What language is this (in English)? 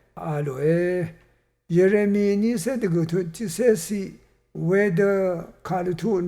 Rawang